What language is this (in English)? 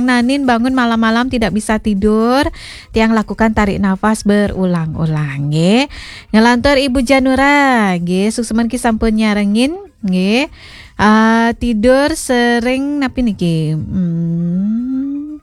Balinese